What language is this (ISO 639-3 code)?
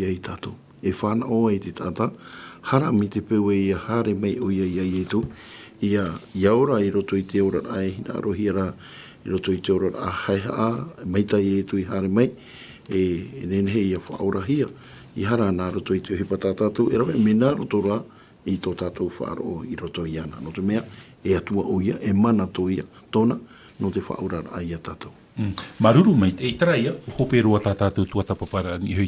tah